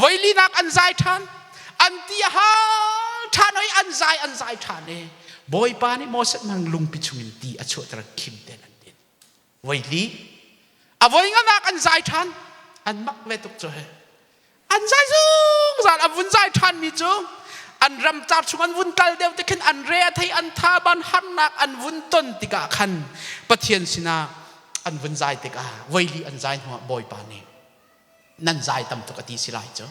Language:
Hakha Chin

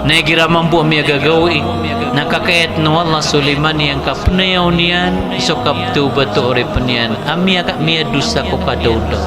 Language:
Maranao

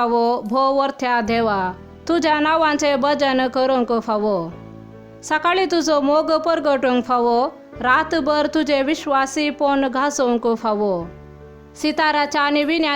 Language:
Konkani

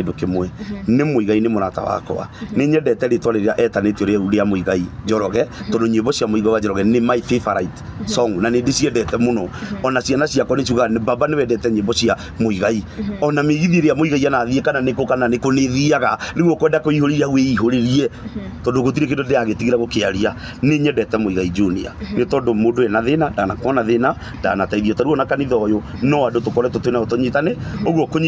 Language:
Kikuyu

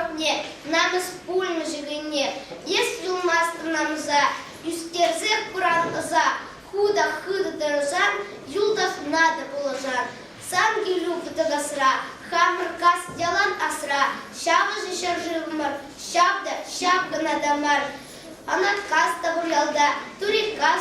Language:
Chuvash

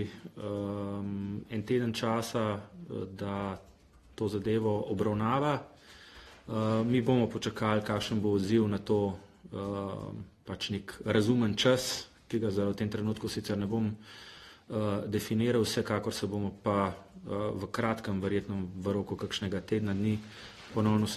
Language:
Slovenian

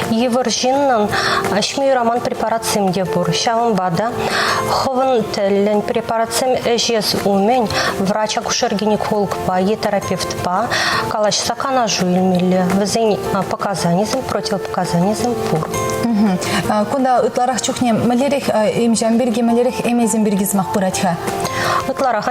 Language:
Chuvash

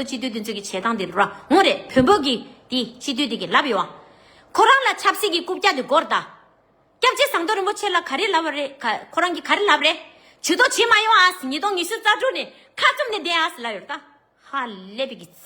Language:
Tibetan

